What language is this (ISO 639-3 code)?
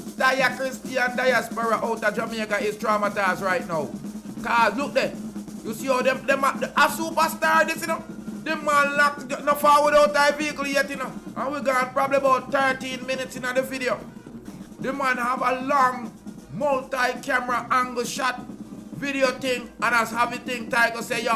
jam